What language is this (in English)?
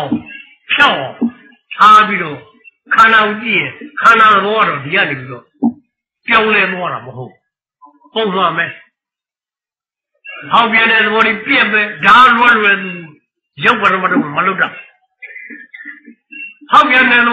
Burmese